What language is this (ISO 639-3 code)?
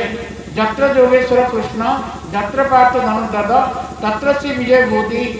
ori